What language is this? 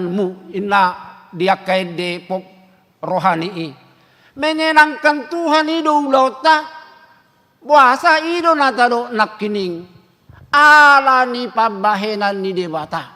Batak Toba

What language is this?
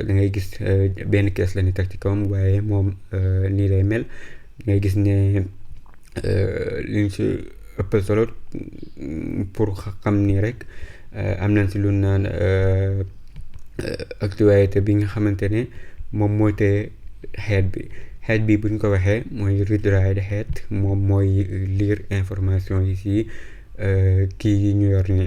Wolof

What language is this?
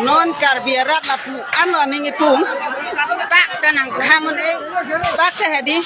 Karbi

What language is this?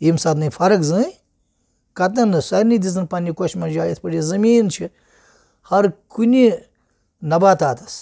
Kashmiri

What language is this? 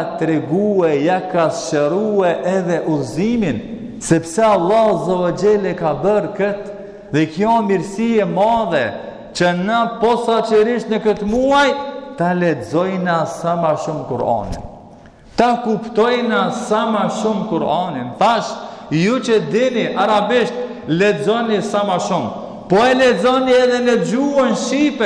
Albanian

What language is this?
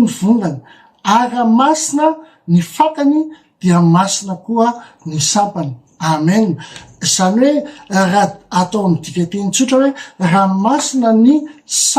Malagasy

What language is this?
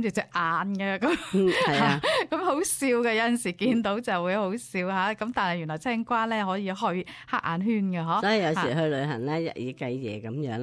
Cantonese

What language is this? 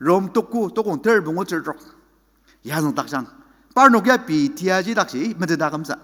Ao Naga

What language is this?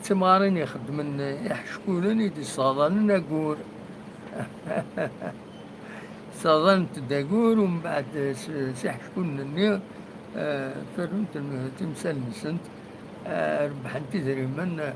Kabyle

